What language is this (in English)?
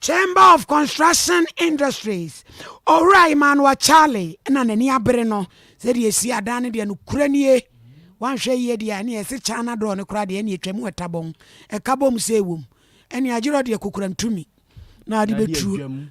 Akan